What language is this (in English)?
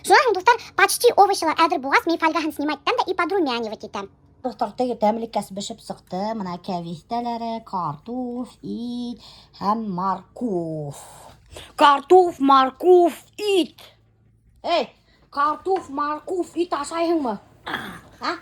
Bashkir